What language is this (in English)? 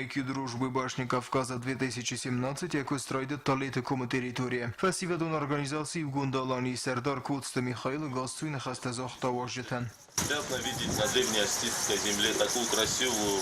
Ossetic